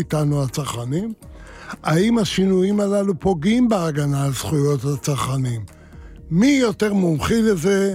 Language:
Hebrew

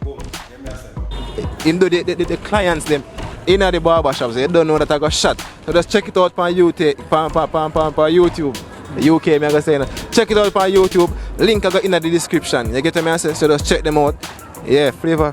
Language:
Jamaican Creole English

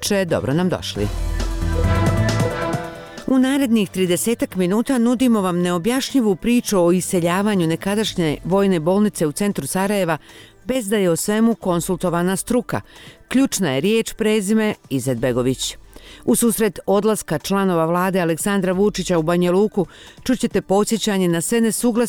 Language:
Bosnian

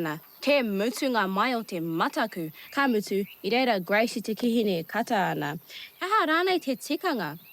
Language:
Māori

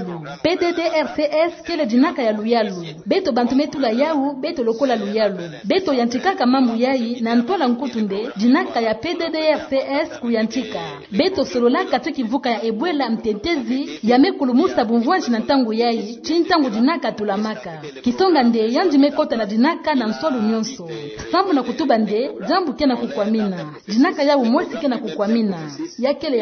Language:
Kituba (Democratic Republic of Congo)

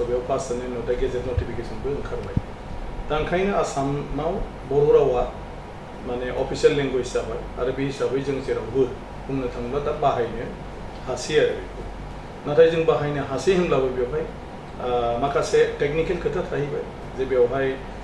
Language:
Bodo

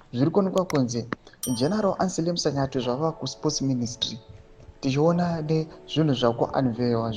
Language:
Shona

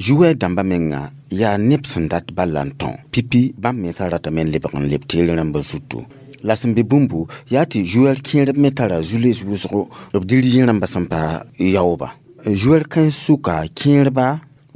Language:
Mossi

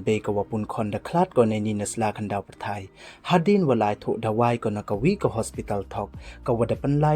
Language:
Pnar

